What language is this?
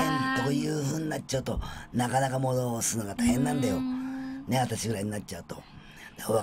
Japanese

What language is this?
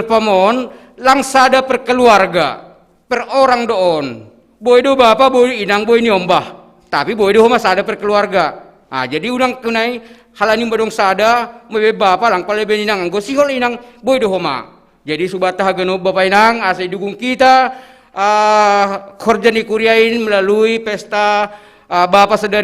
Batak Simalungun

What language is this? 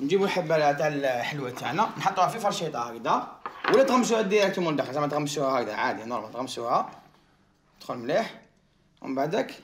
Algerian Arabic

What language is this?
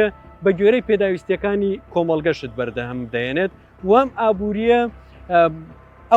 Central Kurdish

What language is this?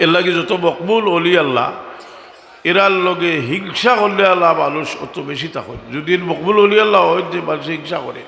Sylheti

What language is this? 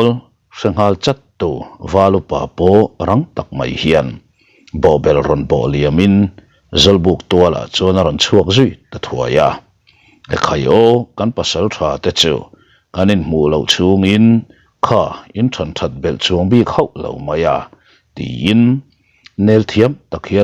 Mizo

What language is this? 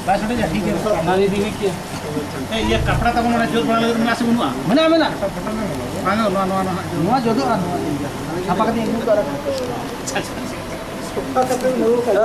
Santali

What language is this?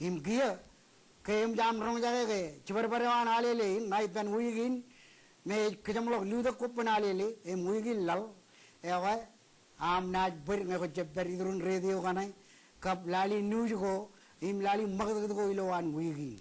Marshallese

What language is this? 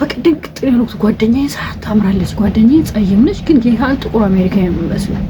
Amharic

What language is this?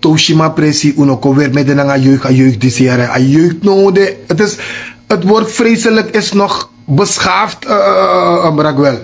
Sranan Tongo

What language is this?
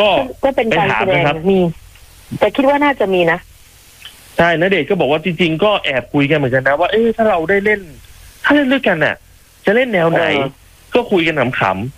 Thai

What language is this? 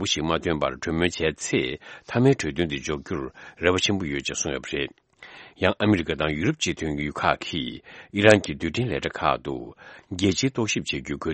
Tibetan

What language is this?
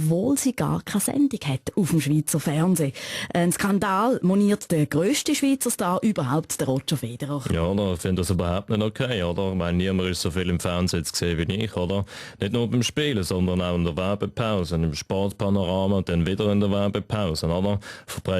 Swiss German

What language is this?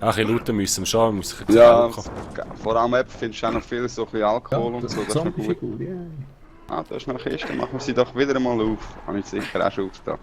Swiss German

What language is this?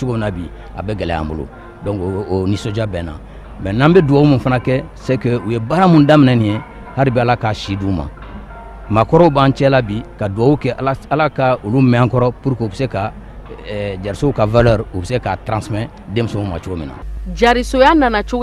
Bambara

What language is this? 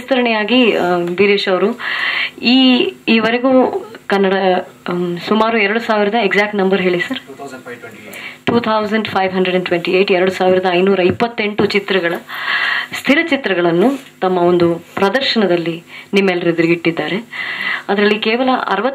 Kannada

